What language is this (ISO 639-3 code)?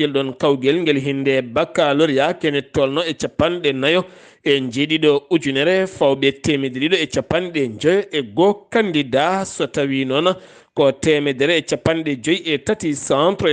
ful